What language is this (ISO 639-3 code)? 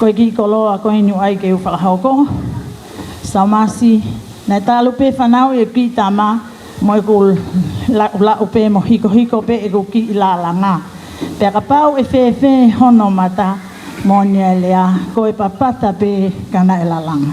ton